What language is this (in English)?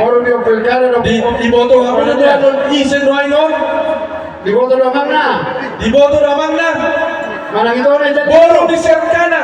Batak Toba